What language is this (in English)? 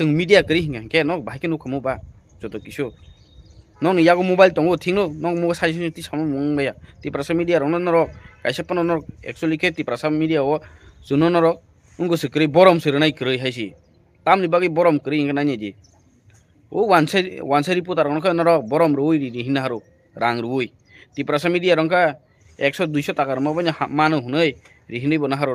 Kok Borok